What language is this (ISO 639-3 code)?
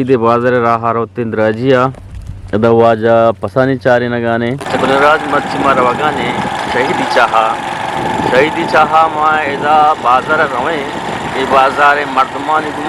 bgp